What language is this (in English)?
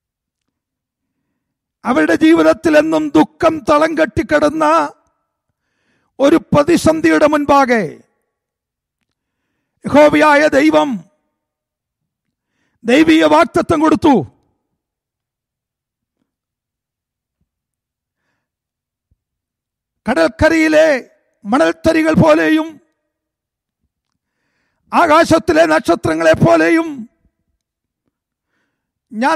Malayalam